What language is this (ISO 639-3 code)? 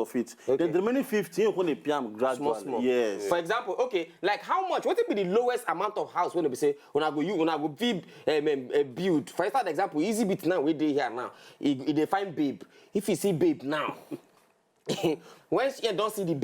pcm